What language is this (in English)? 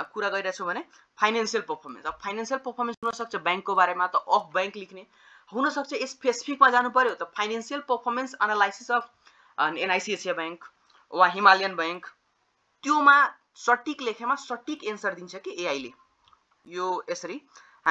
Nepali